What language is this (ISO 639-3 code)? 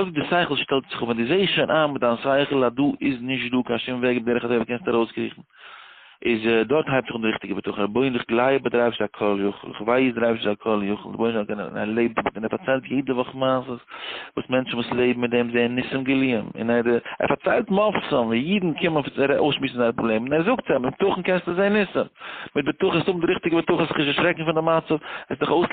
yid